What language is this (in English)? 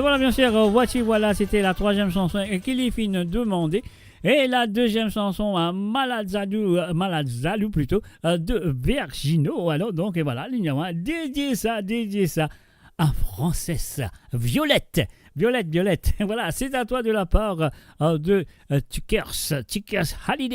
Morisyen